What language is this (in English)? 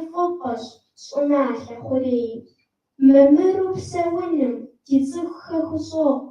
Kabardian